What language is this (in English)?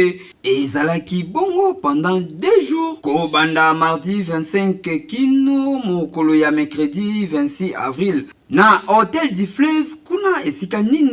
Lingala